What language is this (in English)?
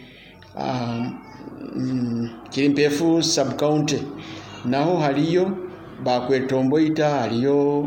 Nyoro